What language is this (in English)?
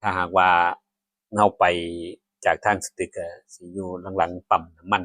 Northeastern Thai